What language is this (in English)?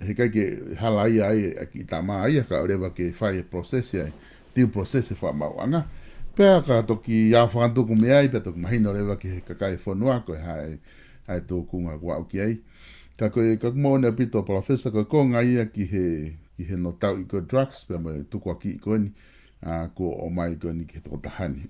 Tongan